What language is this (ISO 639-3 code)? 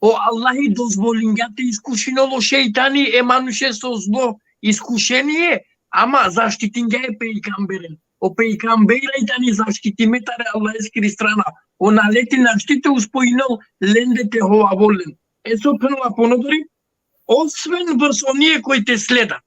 rmn